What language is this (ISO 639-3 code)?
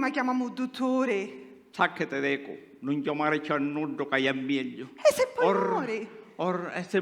scn